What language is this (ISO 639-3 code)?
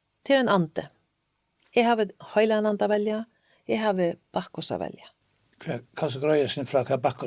fao